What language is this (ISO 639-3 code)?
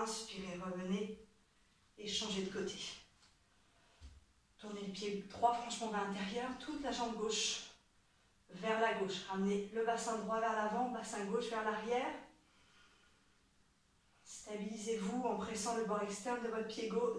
fra